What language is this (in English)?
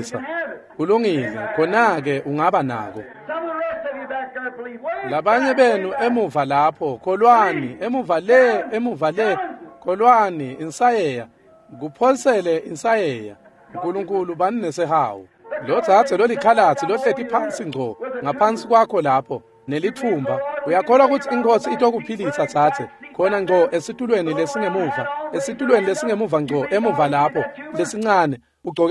Swati